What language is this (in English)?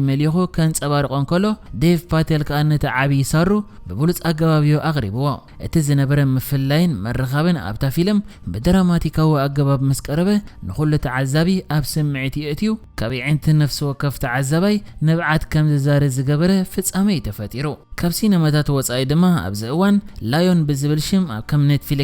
Tigrinya